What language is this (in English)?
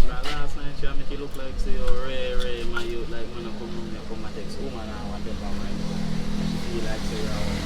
Jamaican Creole English